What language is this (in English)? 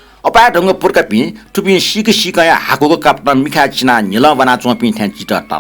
Newari